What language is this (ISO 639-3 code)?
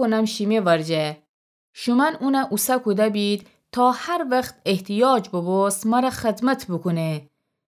glk